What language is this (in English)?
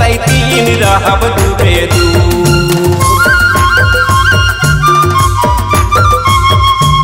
Bhojpuri